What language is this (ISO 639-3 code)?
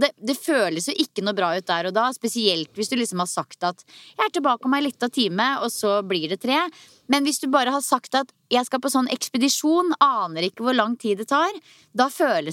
nor